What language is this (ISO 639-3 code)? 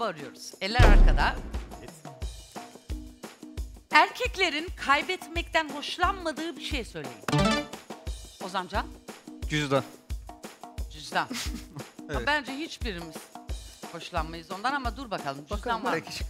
tur